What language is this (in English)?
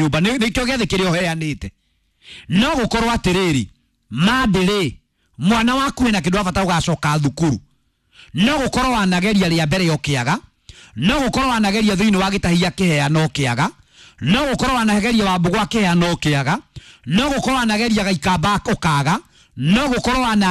Kikuyu